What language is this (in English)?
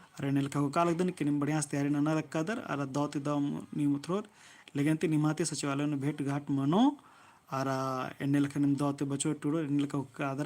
Kurukh